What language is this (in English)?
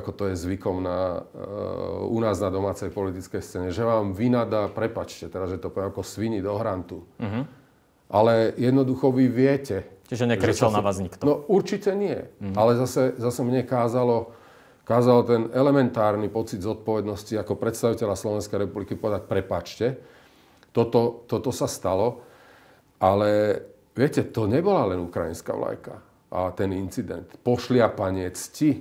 Slovak